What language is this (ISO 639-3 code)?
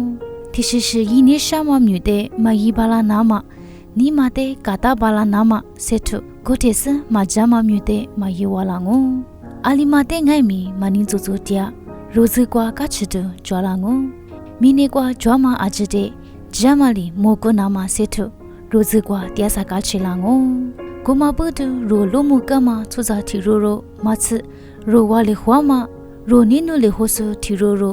lis